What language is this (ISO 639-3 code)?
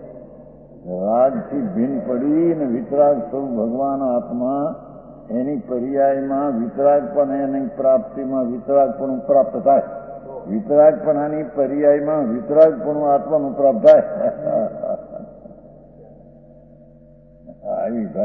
guj